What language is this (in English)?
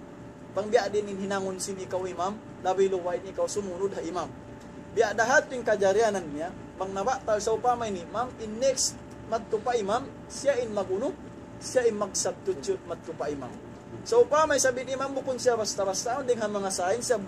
Tausug